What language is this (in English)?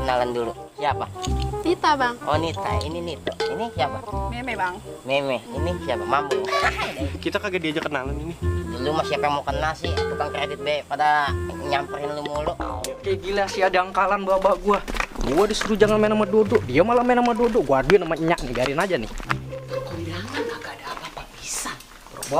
Betawi